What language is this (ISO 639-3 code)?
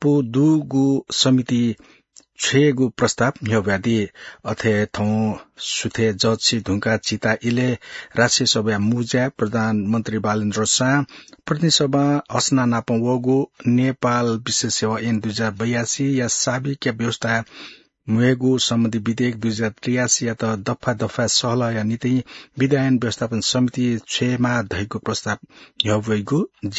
new